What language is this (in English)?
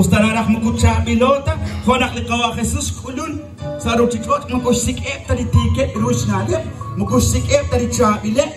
Kekchí